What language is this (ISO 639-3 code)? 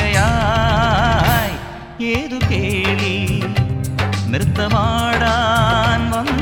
mal